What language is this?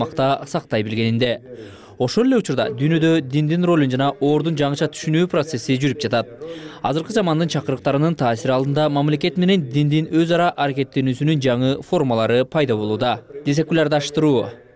Kyrgyz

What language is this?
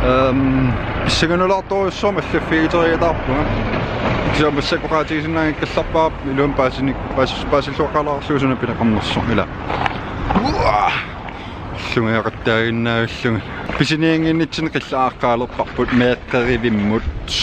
Kalaallisut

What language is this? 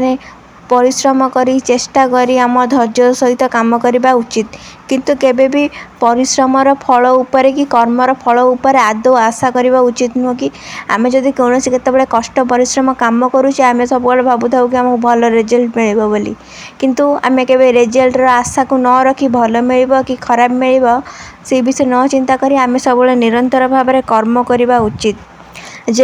Odia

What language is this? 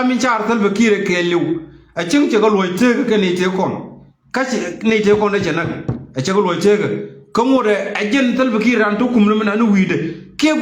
Nuer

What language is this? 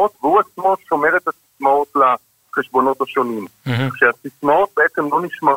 Hebrew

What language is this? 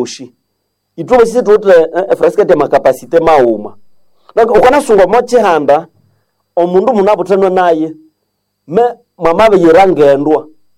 Nande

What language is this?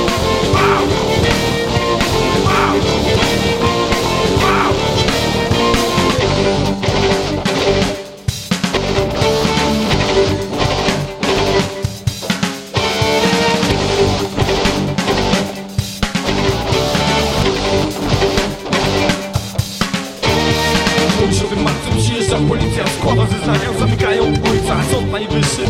Polish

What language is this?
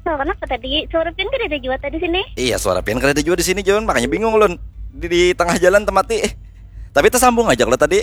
Banjar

